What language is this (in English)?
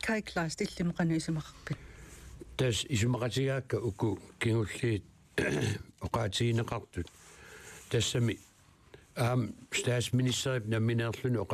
Kalaallisut